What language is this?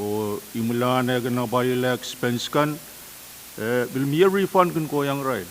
Pohnpeian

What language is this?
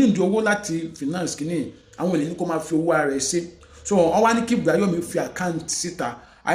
Yoruba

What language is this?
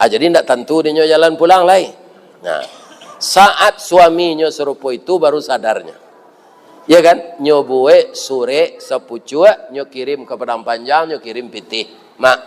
Minangkabau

